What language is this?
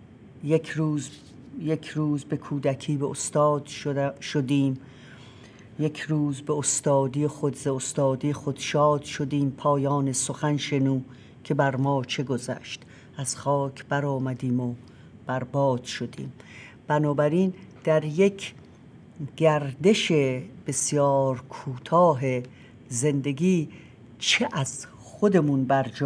Persian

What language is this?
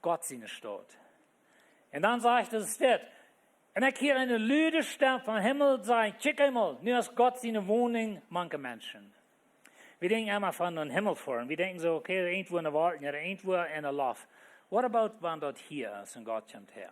Plautdietsch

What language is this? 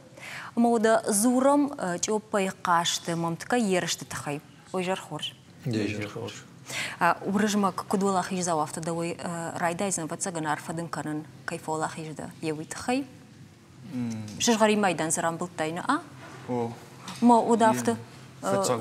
Ossetic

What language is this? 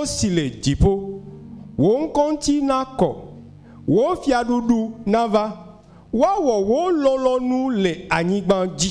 Ewe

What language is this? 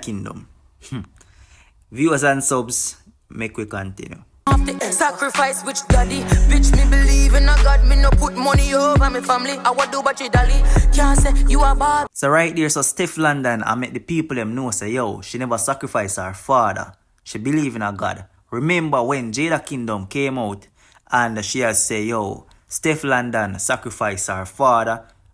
Jamaican Creole English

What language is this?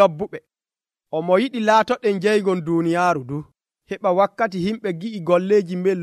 Nigerian Fulfulde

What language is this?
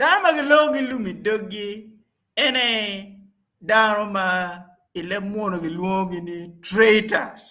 Acoli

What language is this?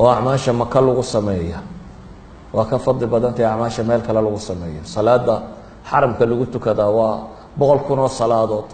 Somali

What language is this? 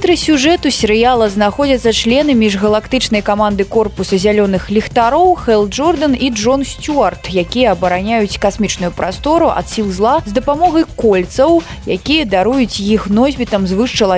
Belarusian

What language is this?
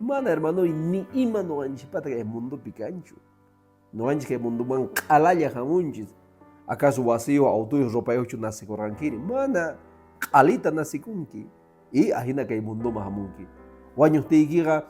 Quechua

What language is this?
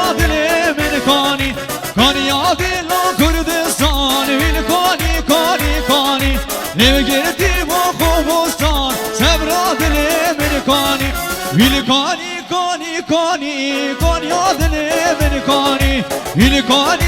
Kurdish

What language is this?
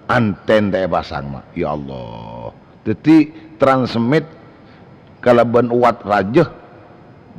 Madurese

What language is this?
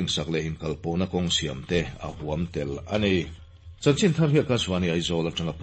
Mizo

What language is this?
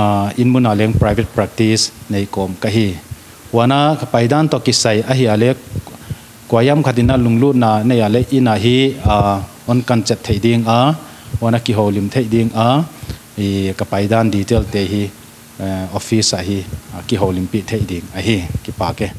Paite Chin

